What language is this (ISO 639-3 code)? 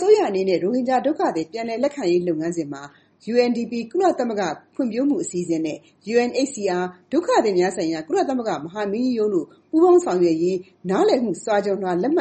mya